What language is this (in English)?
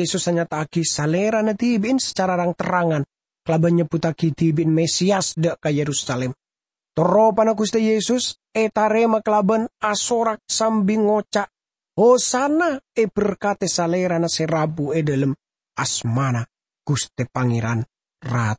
Madurese